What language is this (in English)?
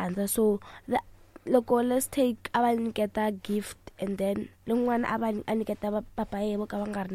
Tsonga